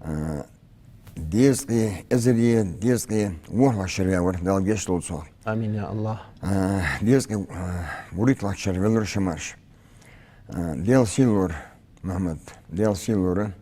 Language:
Ingush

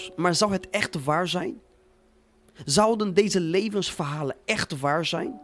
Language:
Dutch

